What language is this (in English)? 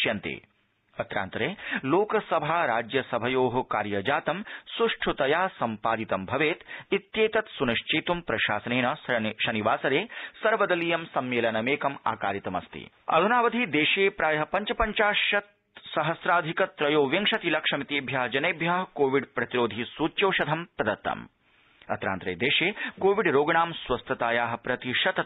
Sanskrit